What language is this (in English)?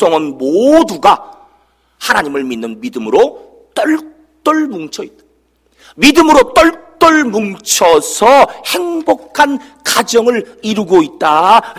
Korean